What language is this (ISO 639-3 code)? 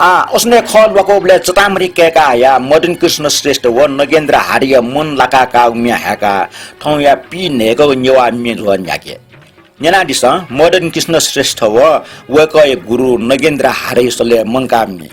new